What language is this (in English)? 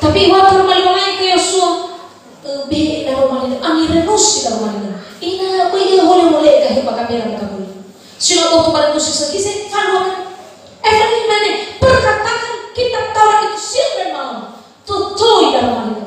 Nias